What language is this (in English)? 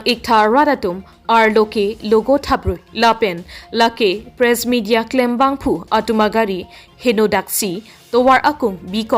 Karbi